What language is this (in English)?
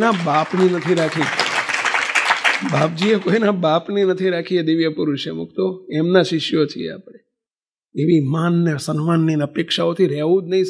Gujarati